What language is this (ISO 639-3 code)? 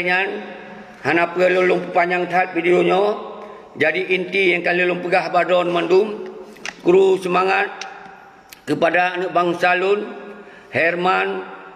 ace